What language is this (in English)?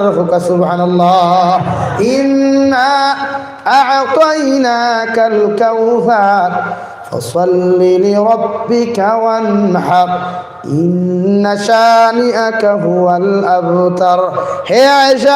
Sylheti